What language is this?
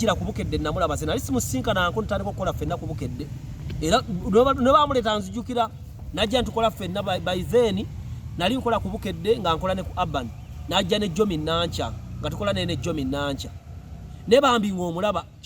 Ganda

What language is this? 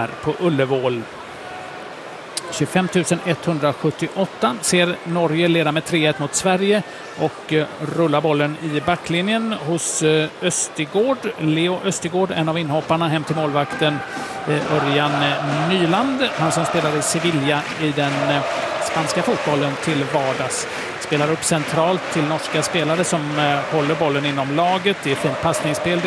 Swedish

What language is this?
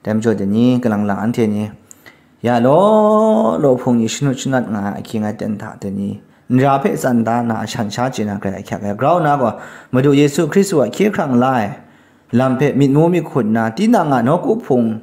Kachin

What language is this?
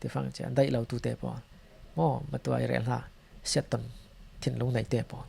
Falam Chin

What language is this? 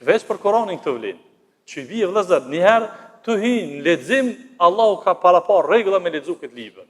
Albanian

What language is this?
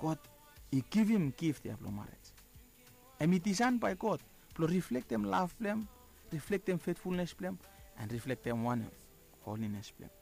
Bislama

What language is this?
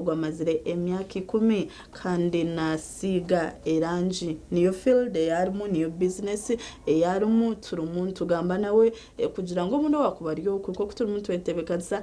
Nyankole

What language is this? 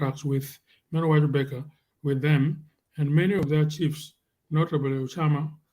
Acoli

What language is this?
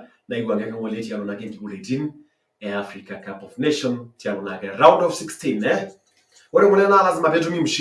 Masai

